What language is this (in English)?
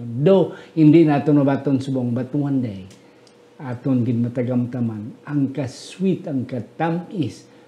Hiligaynon